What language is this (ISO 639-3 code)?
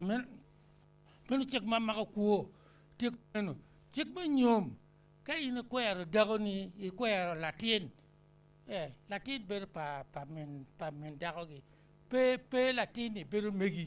ach